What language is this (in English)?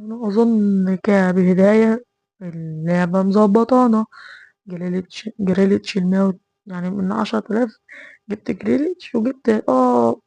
Egyptian Arabic